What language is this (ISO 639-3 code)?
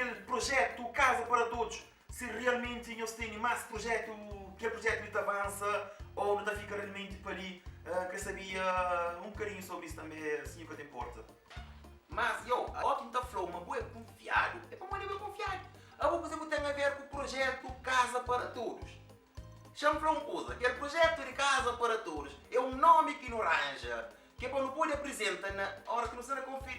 kea